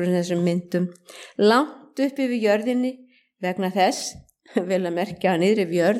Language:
Icelandic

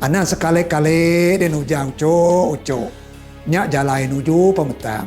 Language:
Iban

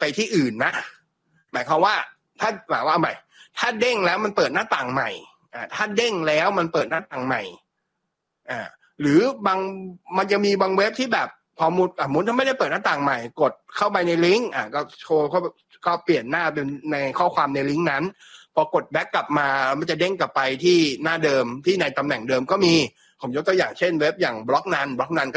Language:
Thai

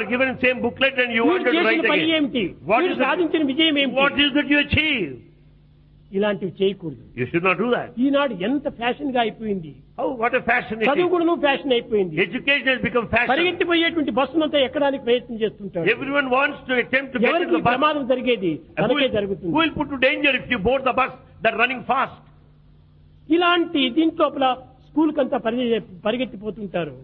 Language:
Telugu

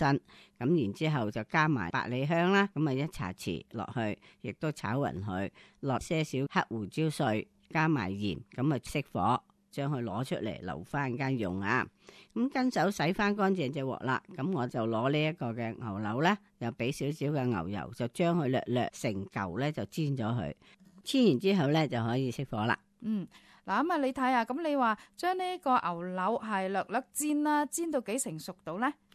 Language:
Cantonese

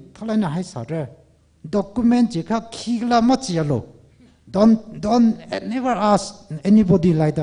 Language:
Tangkhul Naga (India)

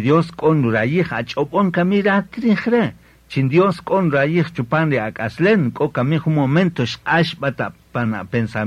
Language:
Kaqchikel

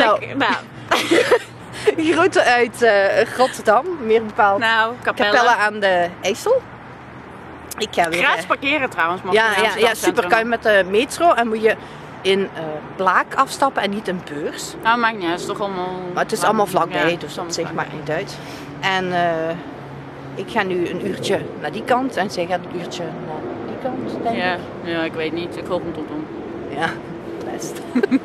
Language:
Dutch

